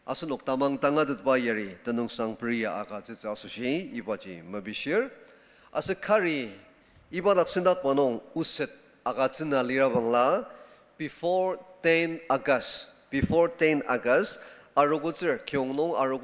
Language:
Ao Naga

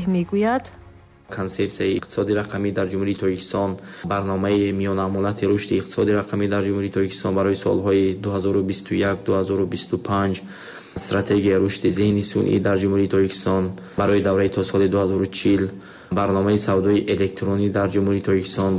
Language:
Tajik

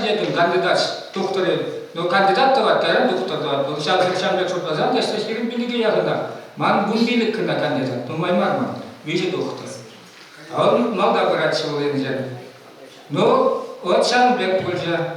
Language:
Chuvash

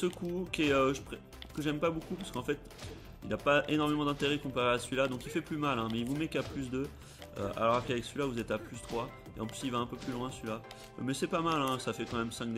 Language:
French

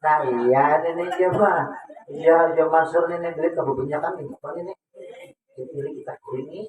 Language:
Banjar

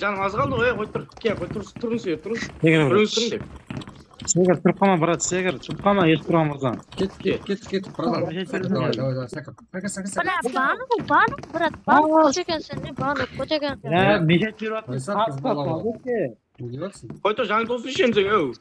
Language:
Kara-Kalpak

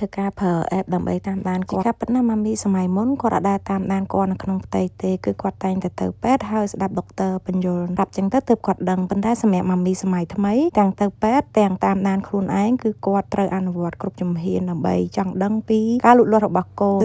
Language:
Khmer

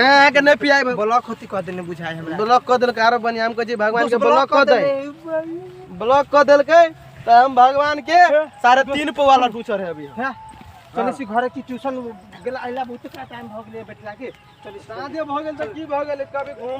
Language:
Maithili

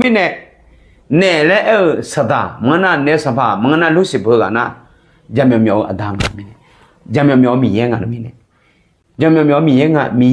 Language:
Akha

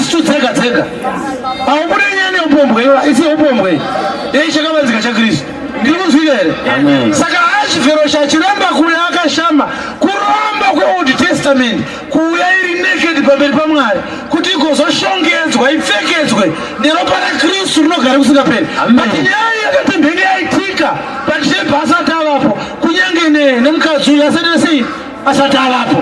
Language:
Shona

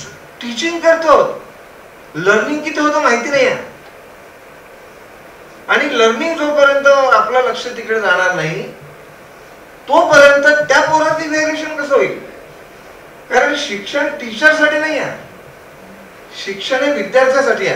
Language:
Marathi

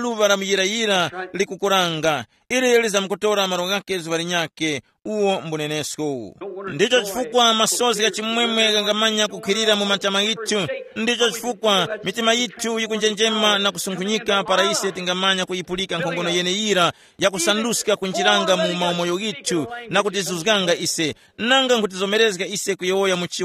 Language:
Tumbuka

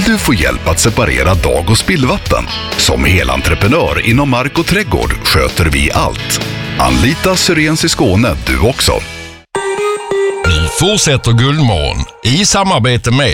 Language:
Swedish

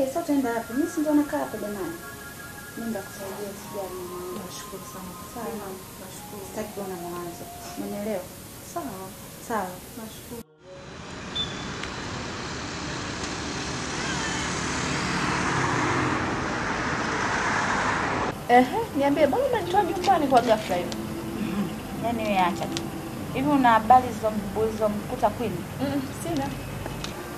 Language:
Swahili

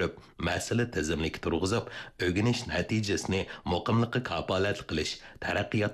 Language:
Uyghur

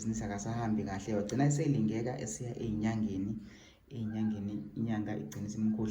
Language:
Zulu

